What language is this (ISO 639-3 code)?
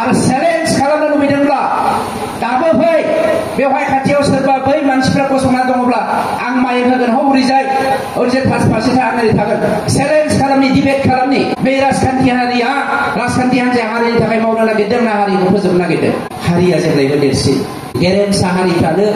brx